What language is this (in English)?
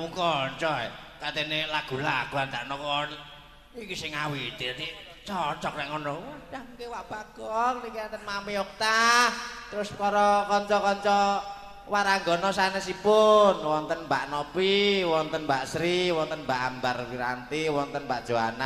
Javanese